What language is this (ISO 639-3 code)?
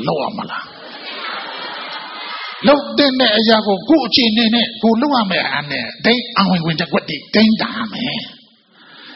mya